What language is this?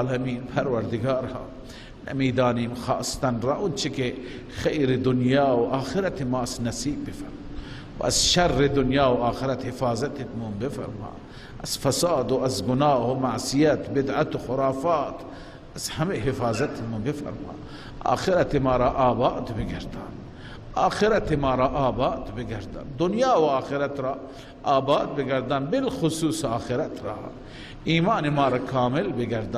Persian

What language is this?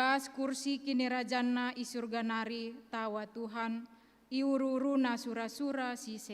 Batak Karo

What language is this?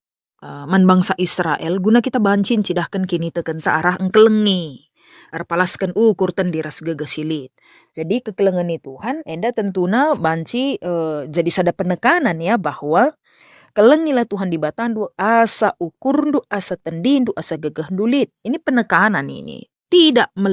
Batak Karo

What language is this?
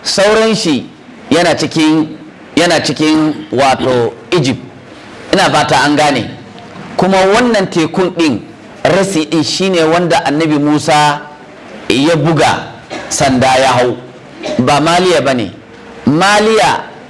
Hausa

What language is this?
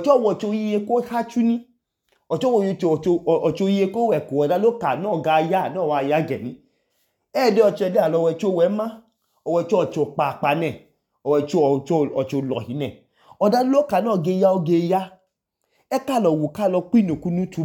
Idoma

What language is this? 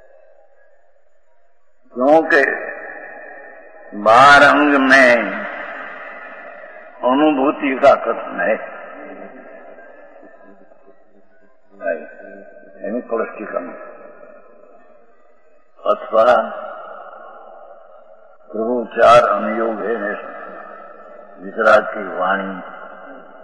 Hindi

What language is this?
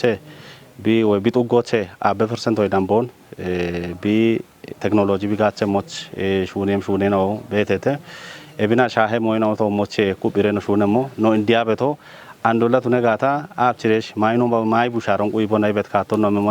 Kafa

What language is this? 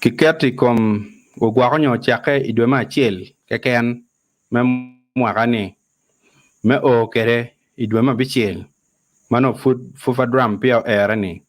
Acoli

